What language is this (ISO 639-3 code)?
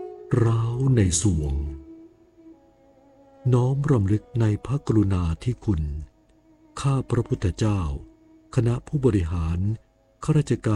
tha